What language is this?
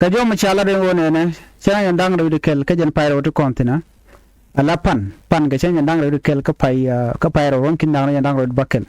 Nuer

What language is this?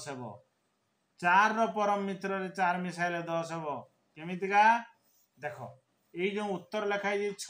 Odia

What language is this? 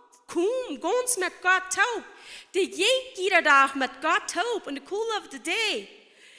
Plautdietsch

